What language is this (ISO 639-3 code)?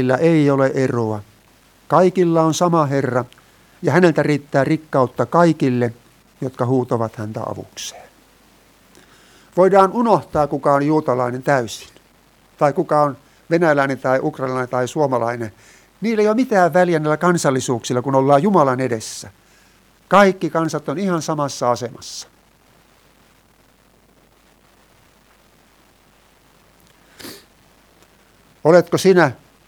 fin